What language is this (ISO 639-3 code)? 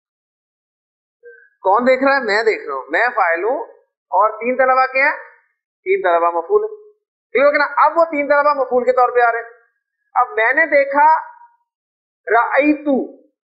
urd